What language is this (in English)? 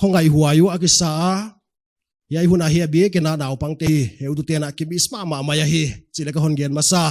Paite Chin